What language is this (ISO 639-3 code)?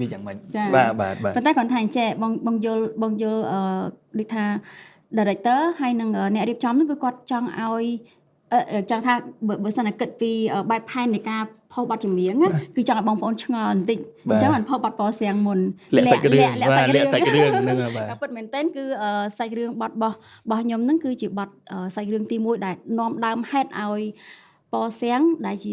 khm